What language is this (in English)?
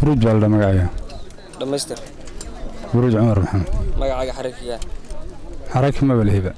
Somali